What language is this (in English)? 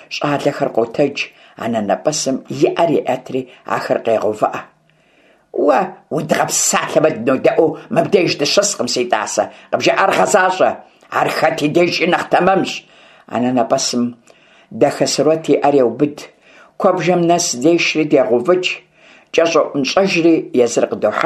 Kabardian